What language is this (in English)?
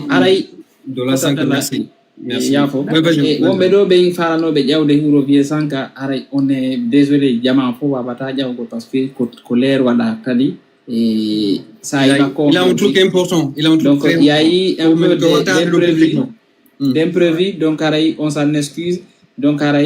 Fula